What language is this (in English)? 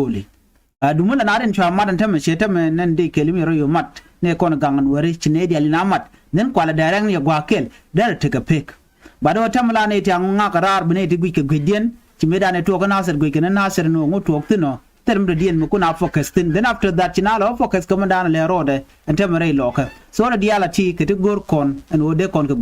Nuer